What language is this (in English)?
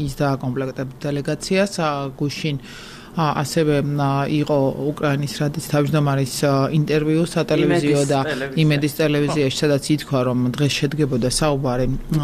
Georgian